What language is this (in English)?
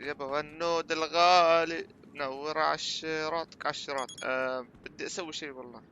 North Levantine Arabic